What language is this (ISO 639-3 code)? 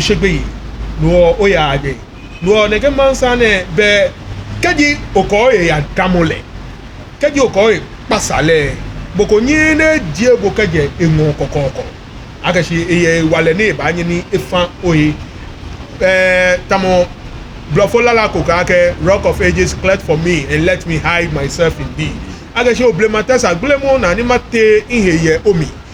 gaa